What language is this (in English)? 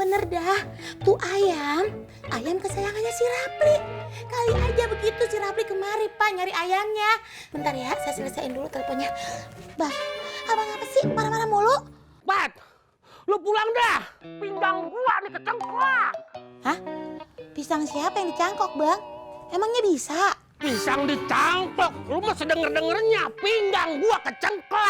Betawi